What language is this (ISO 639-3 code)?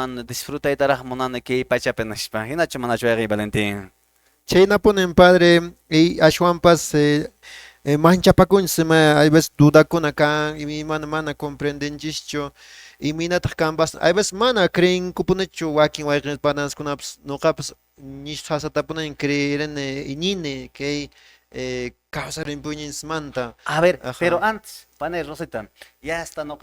que